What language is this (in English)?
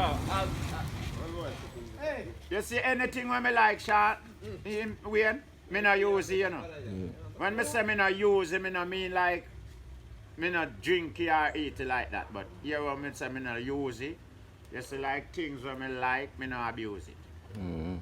Jamaican Creole English